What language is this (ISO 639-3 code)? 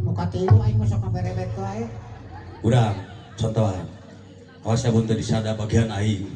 sun